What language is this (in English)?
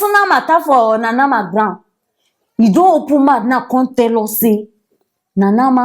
Nigerian Pidgin